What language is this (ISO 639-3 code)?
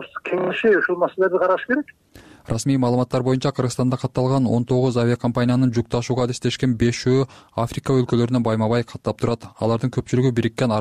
kir